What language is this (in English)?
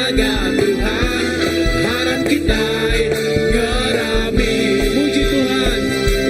Iban